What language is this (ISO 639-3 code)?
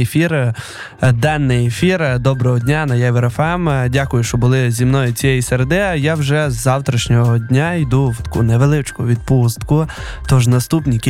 ukr